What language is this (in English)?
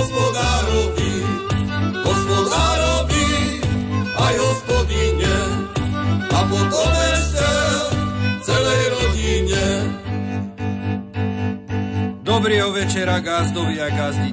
Slovak